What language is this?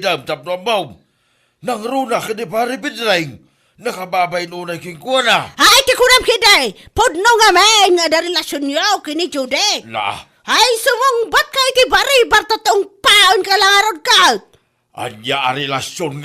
Iloko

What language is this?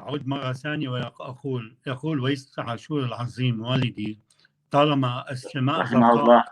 North Levantine Arabic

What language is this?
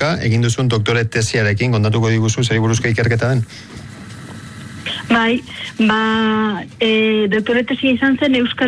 Basque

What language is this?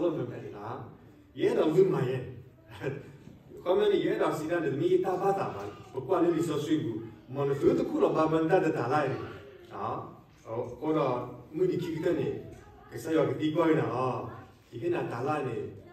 S'gaw Karen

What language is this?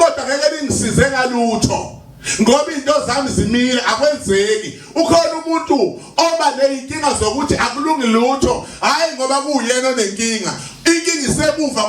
Zulu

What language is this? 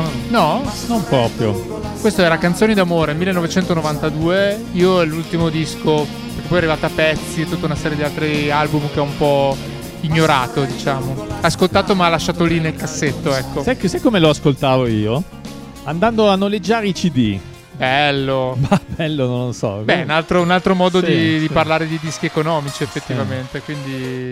Italian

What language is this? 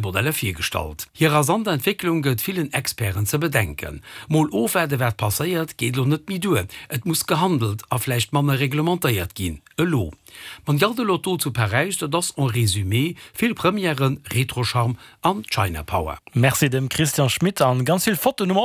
Luxembourgish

